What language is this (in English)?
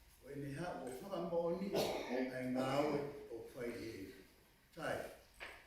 Tongan